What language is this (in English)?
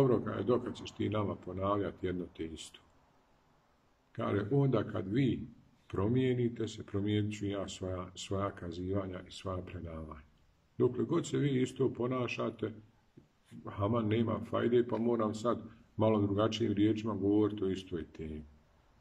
Bosnian